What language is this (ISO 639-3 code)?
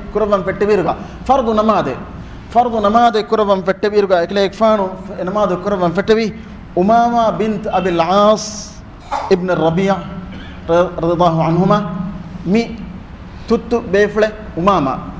div